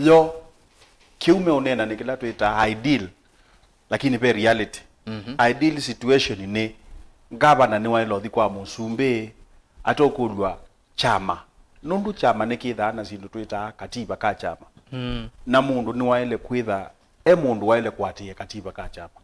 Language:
Kamba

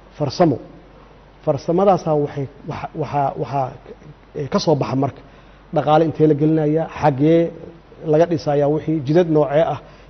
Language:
Somali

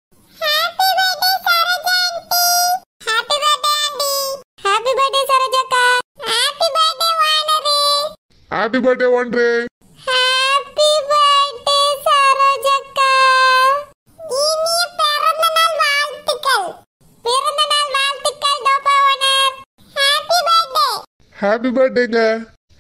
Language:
Tamil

